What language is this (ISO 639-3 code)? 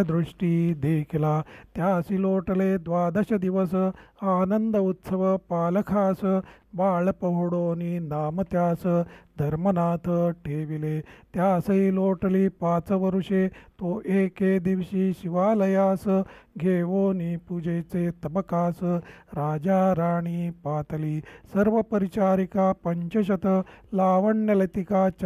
mar